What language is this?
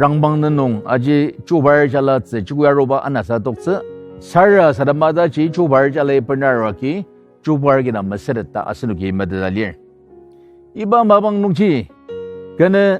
Ao Naga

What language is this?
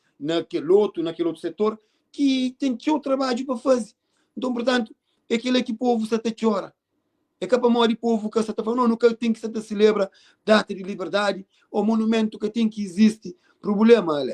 Kabuverdianu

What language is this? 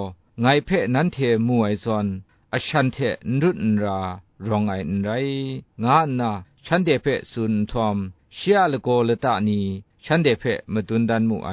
Kachin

